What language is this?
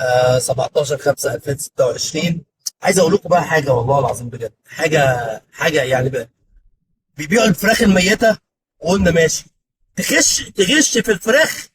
Egyptian Arabic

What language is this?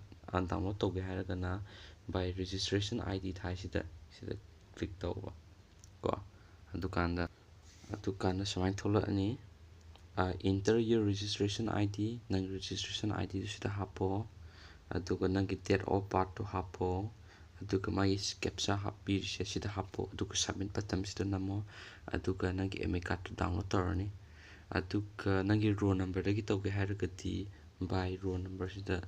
Manipuri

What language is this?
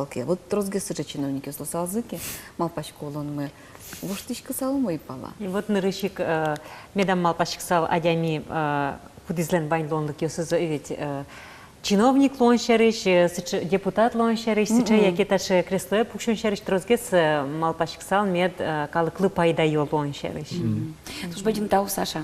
Udmurt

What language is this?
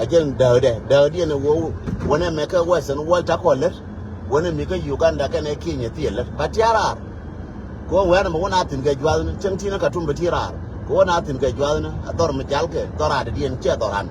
Nuer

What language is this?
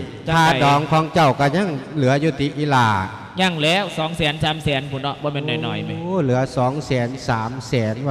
Lao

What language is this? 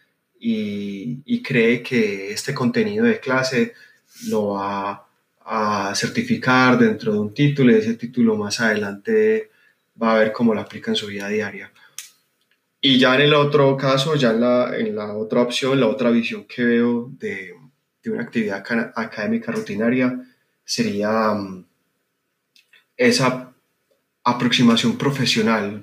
Spanish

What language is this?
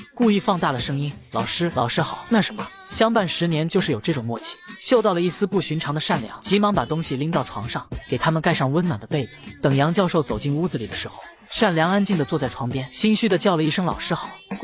Chinese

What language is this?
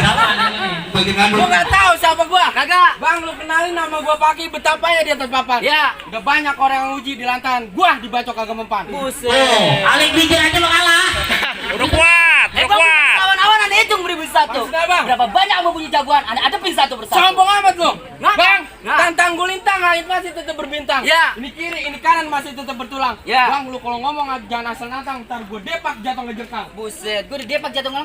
Betawi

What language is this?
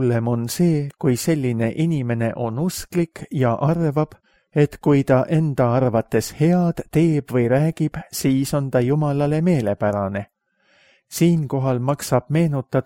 Estonian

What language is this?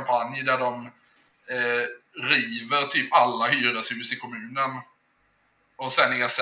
Swedish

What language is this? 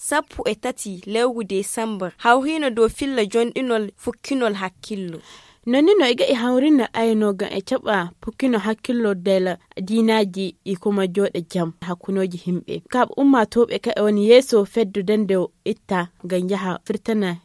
Nigerian Fulfulde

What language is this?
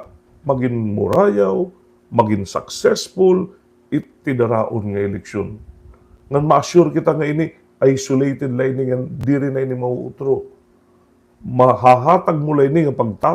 Waray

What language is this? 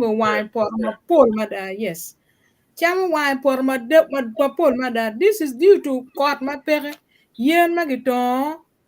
Acoli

